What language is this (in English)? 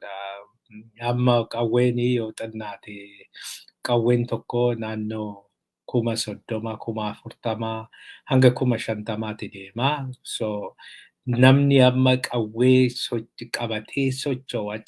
Oromo